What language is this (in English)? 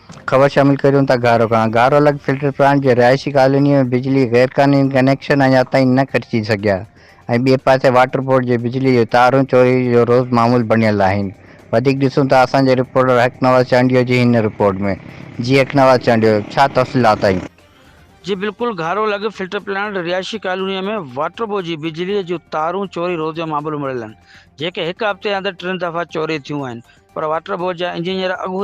Sindhi